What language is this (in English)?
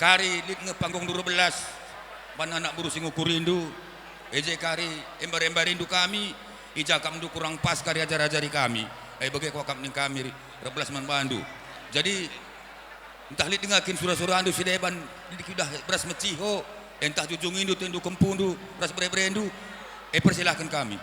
Batak Karo